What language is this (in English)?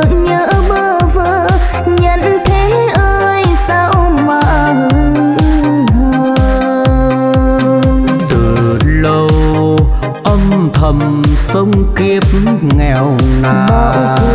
Vietnamese